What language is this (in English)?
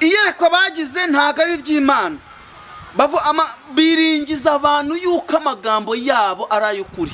Kinyarwanda